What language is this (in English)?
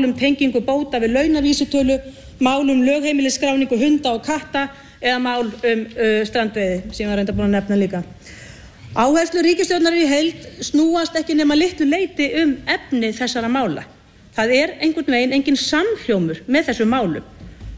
Icelandic